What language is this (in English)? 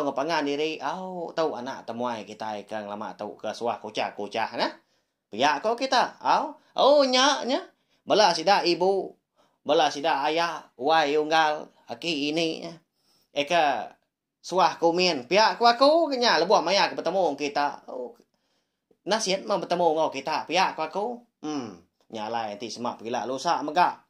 Iban